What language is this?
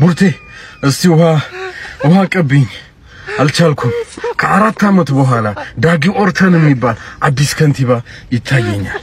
Amharic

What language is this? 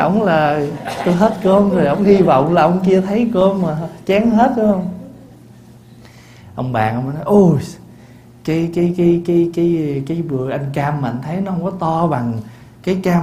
Vietnamese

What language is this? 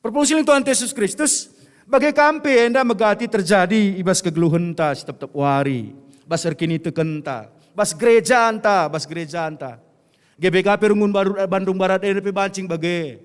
Batak Karo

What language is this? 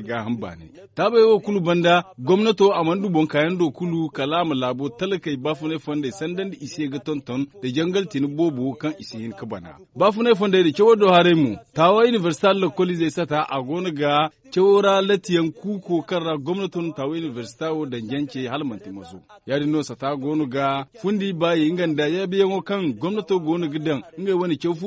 Zarma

